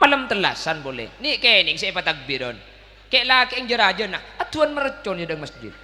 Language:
Madurese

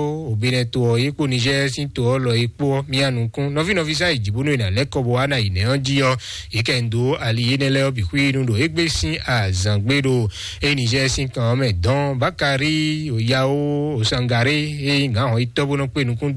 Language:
Fon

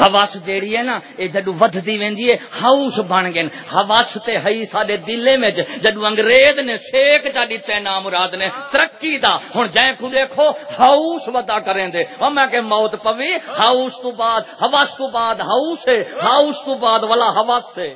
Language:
Saraiki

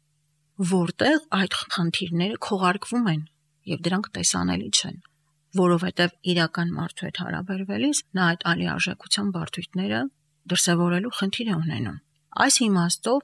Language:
Armenian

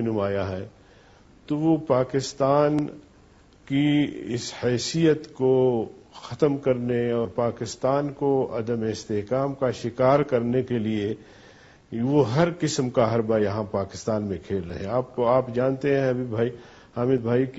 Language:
Urdu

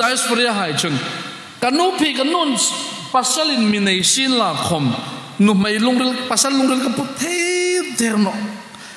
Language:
Hmar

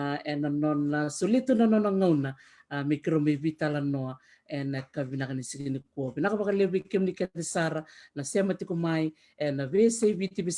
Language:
Fijian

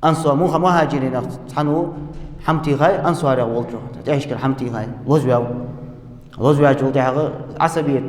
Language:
Ingush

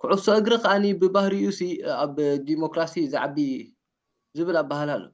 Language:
Tigrinya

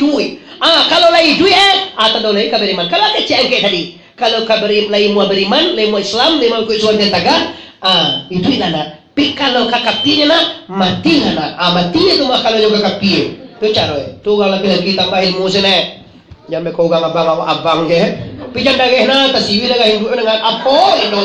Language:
Minangkabau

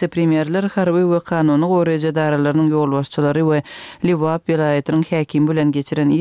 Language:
Turkmen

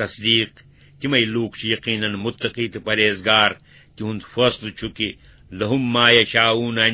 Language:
Kashmiri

